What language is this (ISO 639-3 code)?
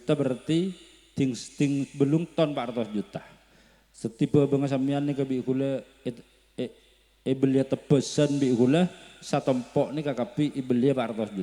mad